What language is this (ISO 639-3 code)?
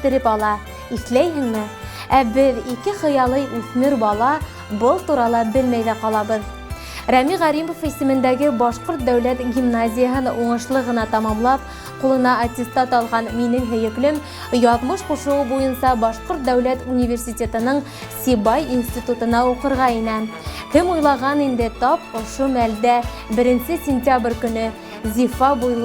bak